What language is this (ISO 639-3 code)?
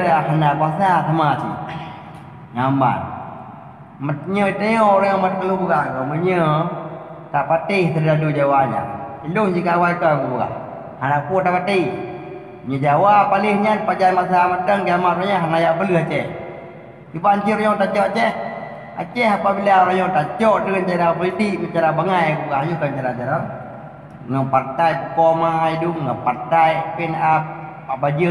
ace